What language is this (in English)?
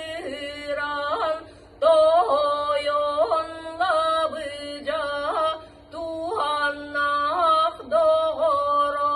Yakut